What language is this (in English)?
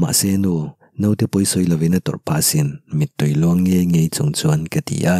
Mizo